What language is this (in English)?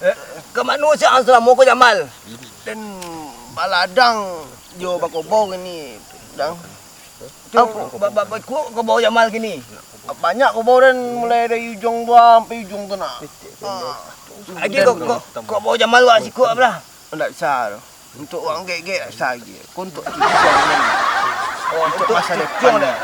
Minangkabau